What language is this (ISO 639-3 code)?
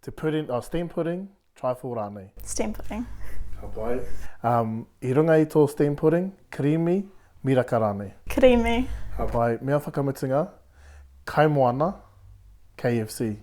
mri